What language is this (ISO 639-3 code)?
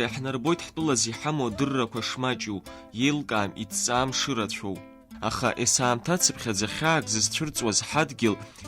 abk